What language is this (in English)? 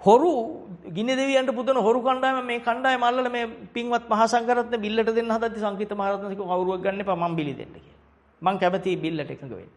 Sinhala